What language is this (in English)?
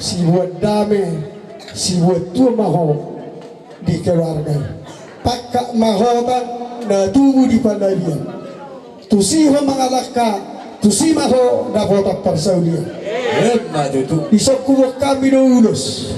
Batak Toba